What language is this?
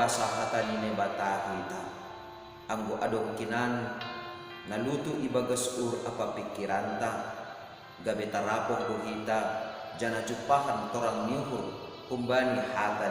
Batak Simalungun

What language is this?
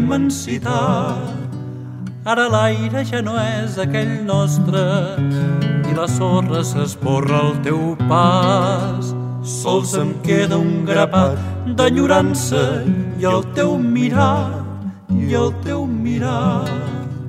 Catalan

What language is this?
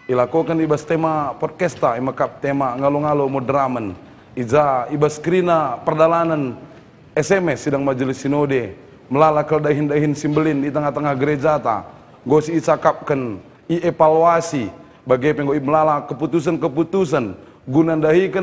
Batak Karo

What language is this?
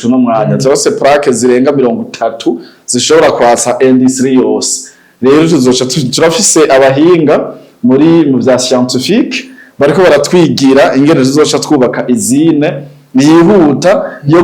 Rundi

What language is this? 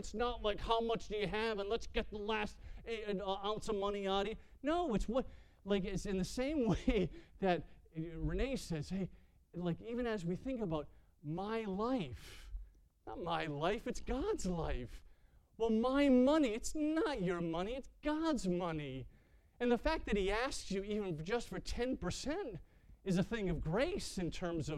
English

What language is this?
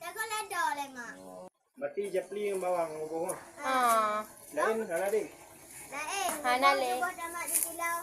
Achinese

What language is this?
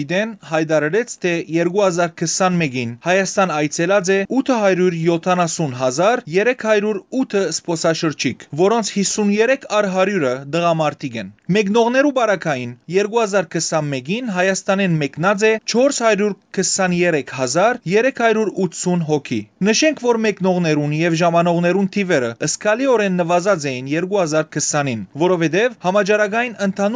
Western Armenian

